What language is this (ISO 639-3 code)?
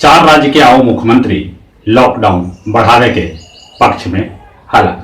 mag